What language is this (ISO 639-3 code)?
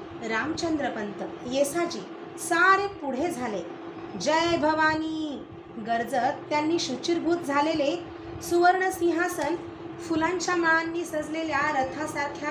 mar